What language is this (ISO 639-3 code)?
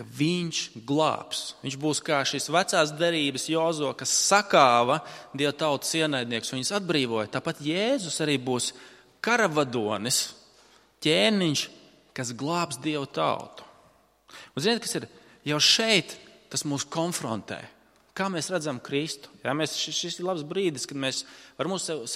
lav